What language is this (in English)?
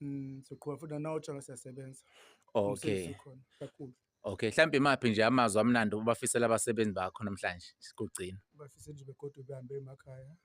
Zulu